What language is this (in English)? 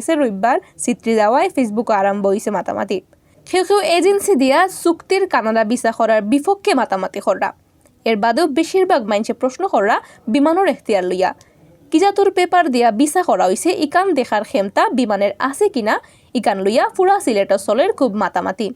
Sylheti